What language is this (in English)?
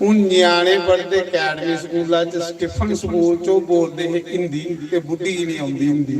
Dogri